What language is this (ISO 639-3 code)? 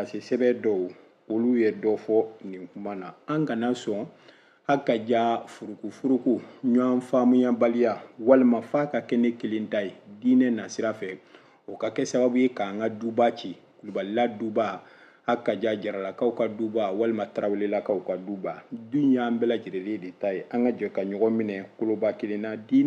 bam